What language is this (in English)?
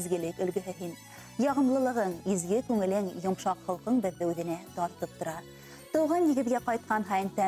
Bashkir